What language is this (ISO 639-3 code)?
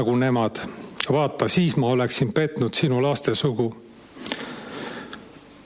est